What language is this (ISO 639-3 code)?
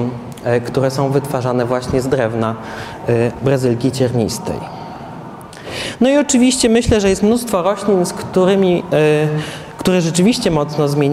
pol